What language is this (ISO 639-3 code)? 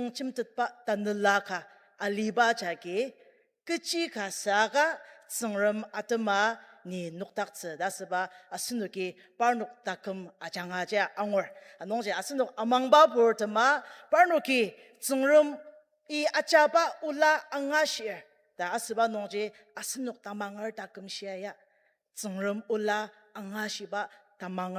njo